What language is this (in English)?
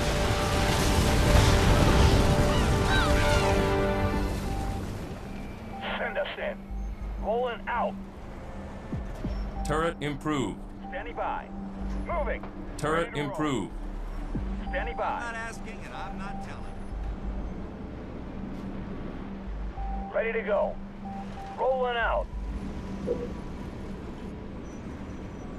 English